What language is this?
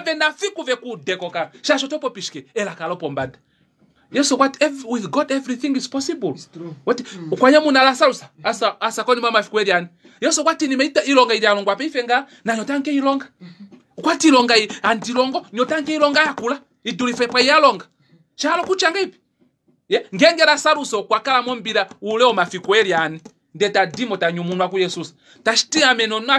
Kuanyama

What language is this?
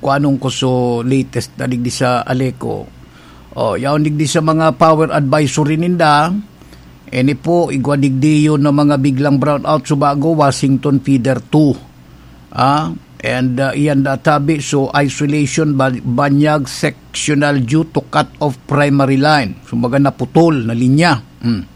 Bikol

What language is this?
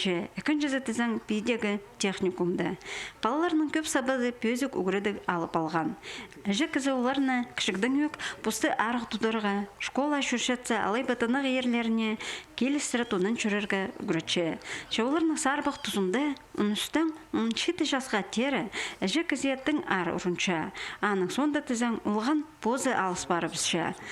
Khakas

